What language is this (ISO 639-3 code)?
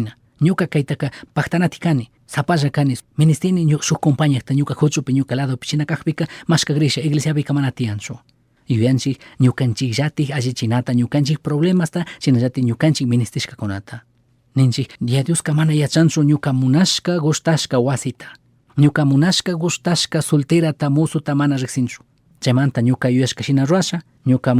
qug